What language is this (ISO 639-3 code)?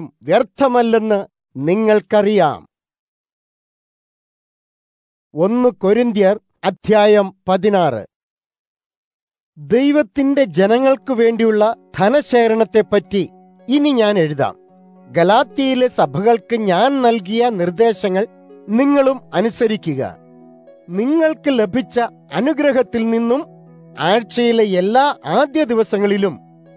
mal